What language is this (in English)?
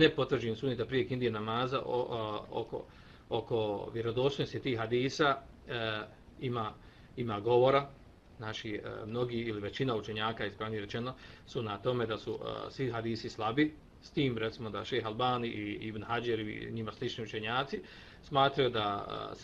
Bosnian